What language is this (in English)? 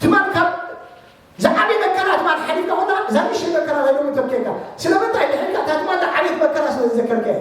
Tigrinya